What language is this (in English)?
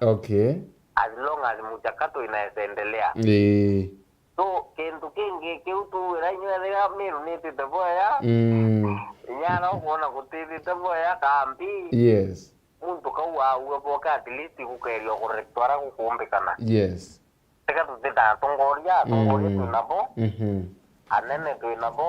Meru